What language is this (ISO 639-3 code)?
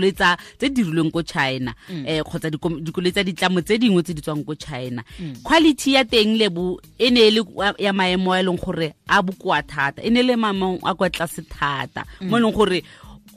tsn